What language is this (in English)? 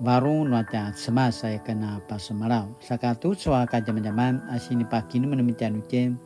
Paiwan